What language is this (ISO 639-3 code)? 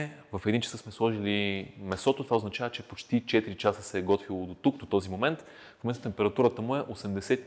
bul